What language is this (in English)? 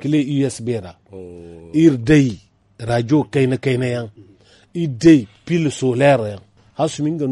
Zarma